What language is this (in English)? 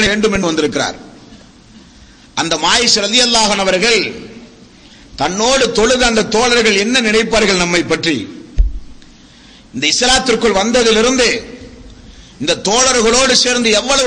Tamil